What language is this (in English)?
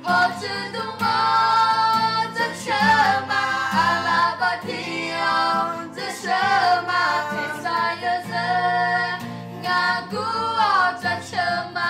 Akha